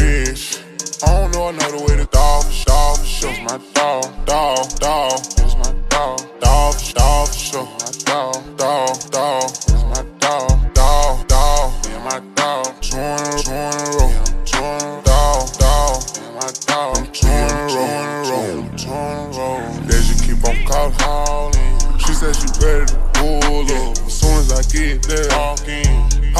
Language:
English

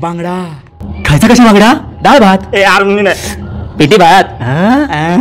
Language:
Konkani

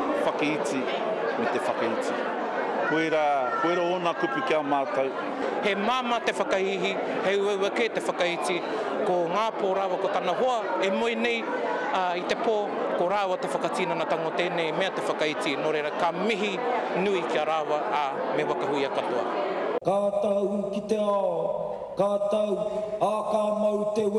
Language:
Māori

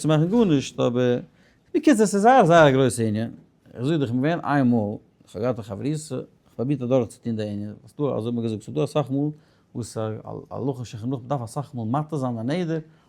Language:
Yiddish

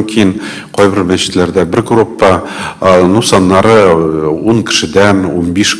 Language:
Tatar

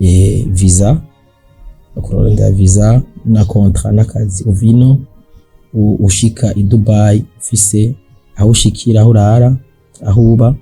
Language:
Rundi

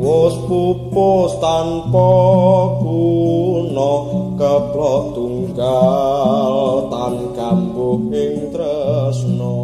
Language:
Javanese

